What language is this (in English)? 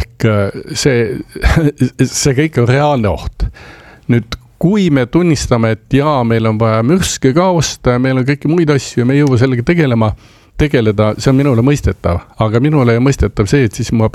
Estonian